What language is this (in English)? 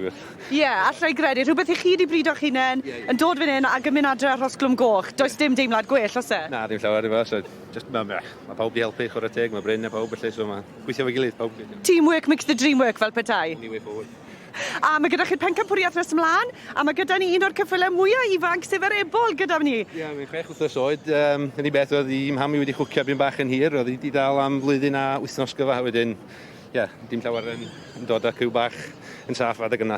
Welsh